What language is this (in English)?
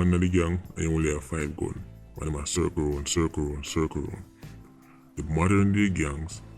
Jamaican Creole English